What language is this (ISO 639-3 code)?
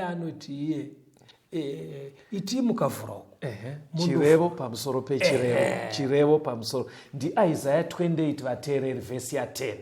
sna